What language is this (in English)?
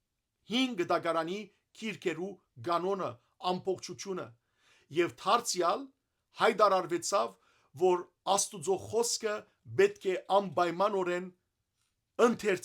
Western Armenian